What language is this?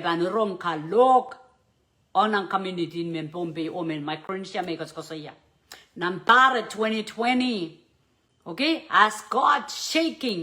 Pohnpeian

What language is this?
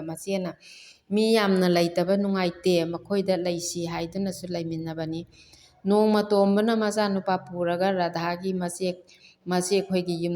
Manipuri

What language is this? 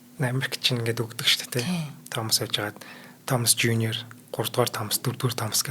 Mongolian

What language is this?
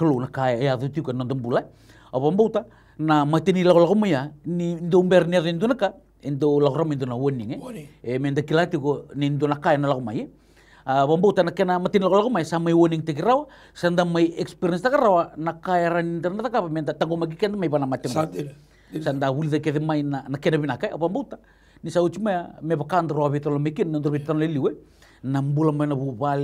Fijian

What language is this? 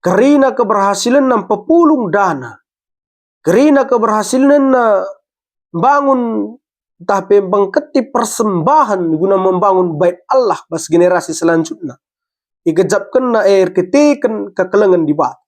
Batak Karo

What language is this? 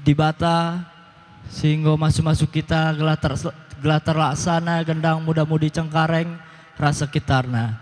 Batak Karo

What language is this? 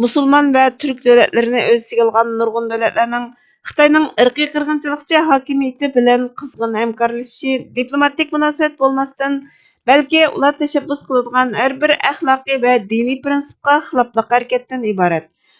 Uyghur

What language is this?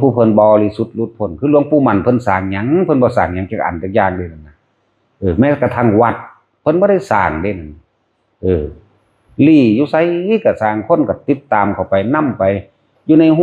Lao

